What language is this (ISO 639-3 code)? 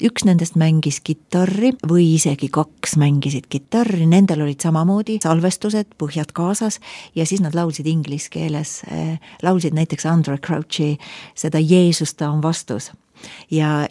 est